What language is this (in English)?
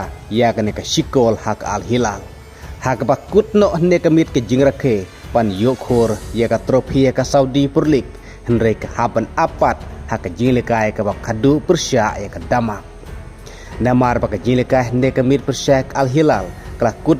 Khasi